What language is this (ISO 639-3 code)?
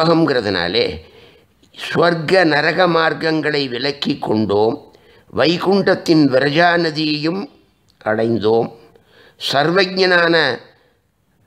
tam